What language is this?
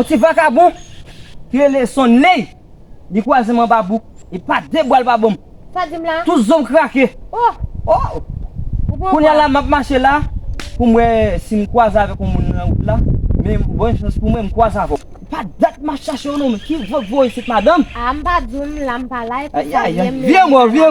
Haitian Creole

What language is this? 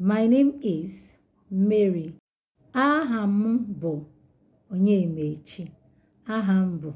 Igbo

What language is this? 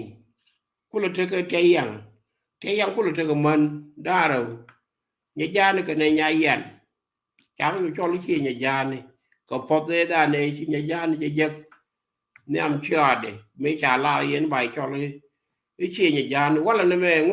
Nuer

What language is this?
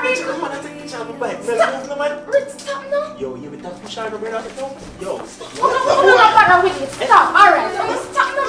Jamaican Creole English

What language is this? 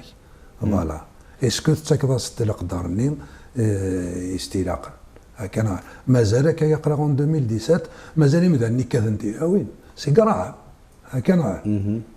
Kabyle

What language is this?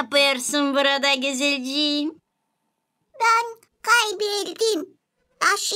Gagauz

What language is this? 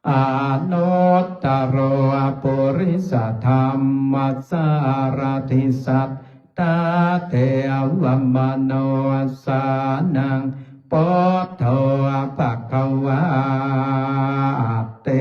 Pali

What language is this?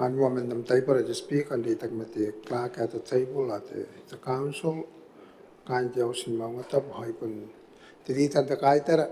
Gilbertese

